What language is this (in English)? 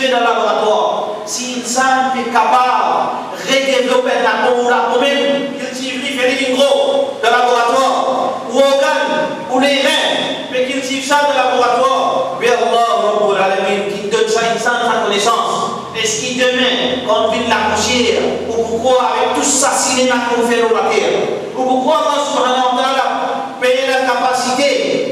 Morisyen